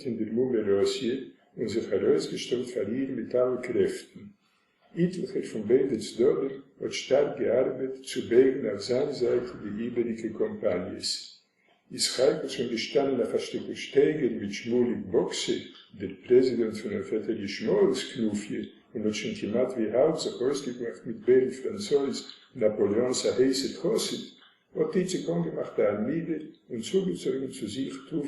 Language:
Yiddish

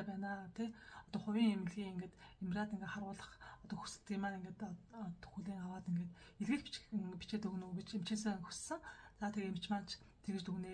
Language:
Mongolian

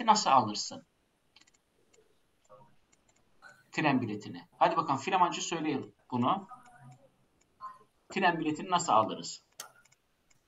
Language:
Turkish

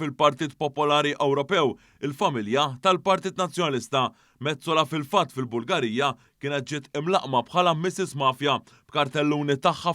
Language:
Maltese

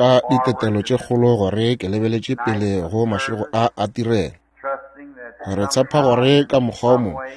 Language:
Northern Sotho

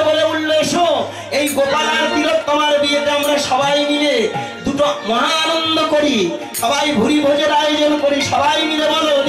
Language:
Bangla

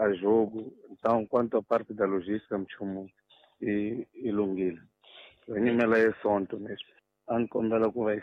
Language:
Tsonga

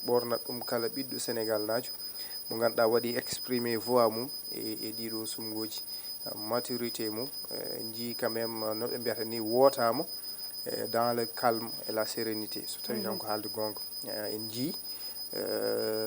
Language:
Fula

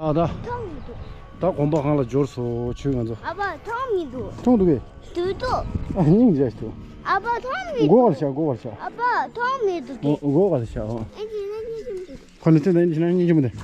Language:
Tibetan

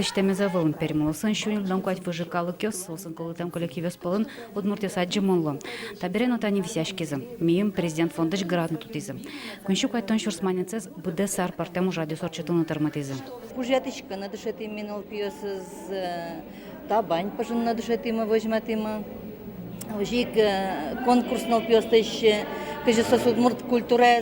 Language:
Udmurt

